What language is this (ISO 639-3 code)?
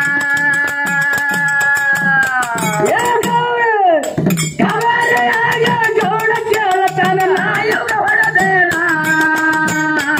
kan